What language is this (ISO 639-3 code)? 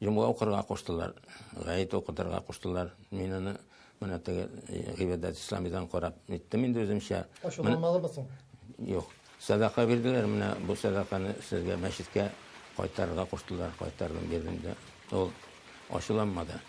tat